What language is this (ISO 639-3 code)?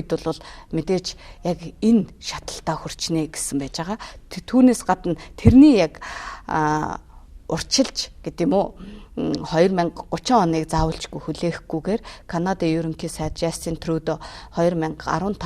mon